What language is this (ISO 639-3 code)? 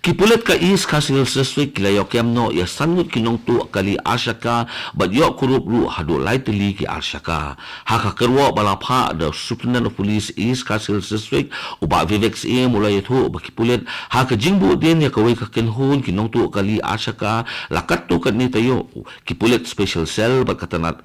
kha